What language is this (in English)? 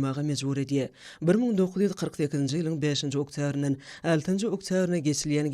Turkmen